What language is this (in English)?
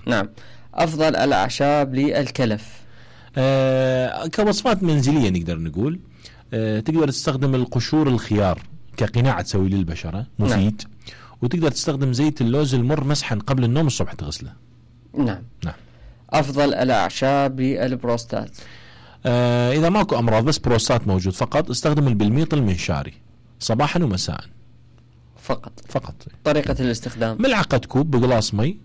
Mesopotamian Arabic